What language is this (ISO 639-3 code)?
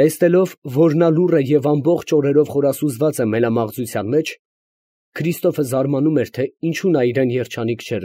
hye